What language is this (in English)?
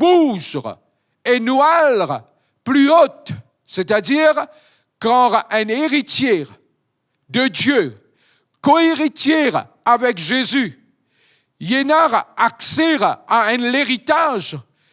Morisyen